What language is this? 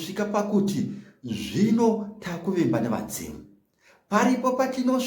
Shona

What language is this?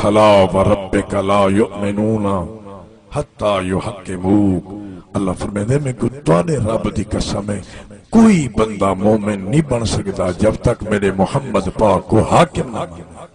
Saraiki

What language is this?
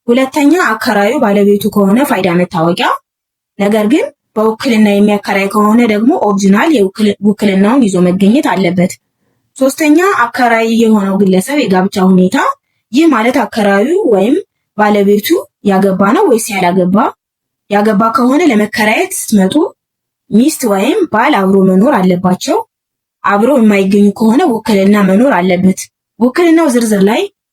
Amharic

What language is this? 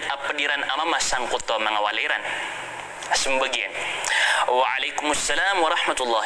Maranao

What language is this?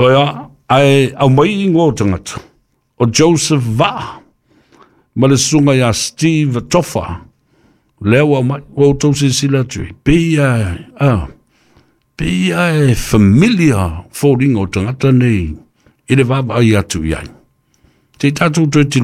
Samoan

